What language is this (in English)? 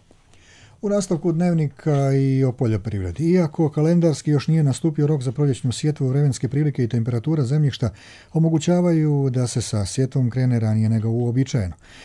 Croatian